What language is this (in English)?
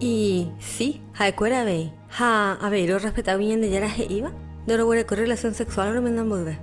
Guarani